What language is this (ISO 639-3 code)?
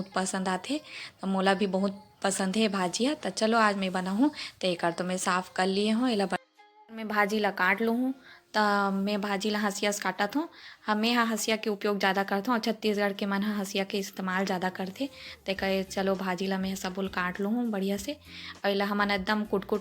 hne